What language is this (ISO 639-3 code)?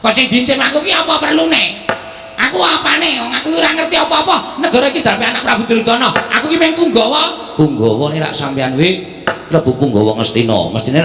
jav